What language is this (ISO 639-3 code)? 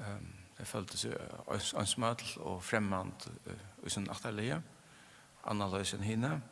fao